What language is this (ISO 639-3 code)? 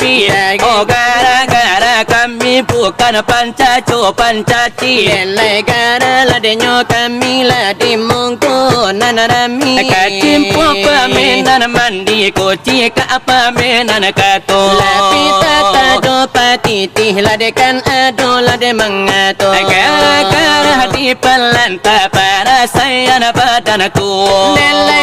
min